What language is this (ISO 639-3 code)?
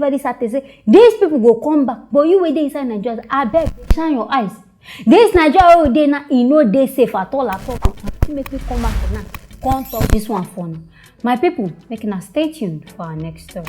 pcm